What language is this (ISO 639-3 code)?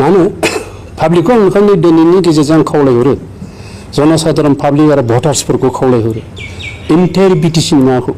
brx